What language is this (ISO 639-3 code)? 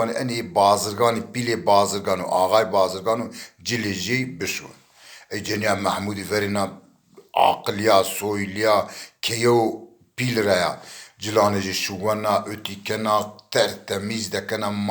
zza